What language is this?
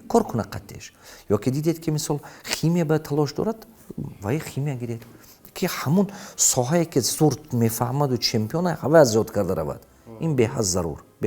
Tajik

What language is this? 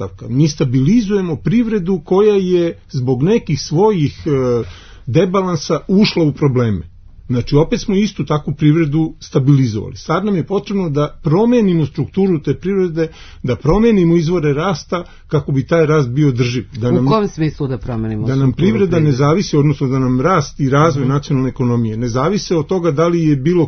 Serbian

